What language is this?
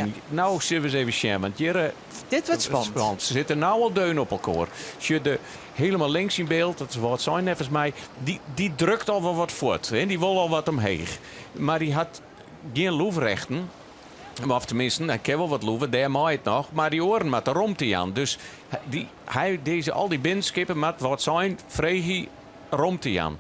Western Frisian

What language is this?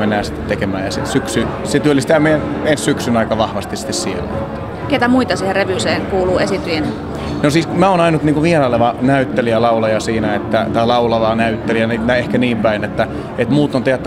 Finnish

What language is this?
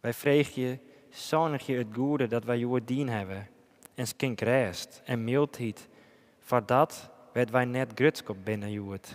Western Frisian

